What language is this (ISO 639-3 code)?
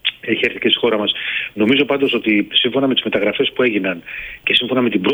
ell